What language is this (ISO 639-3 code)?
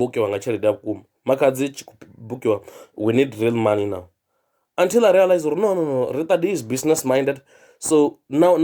ven